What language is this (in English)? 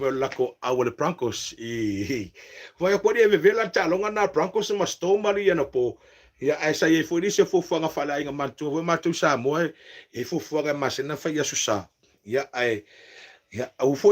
Samoan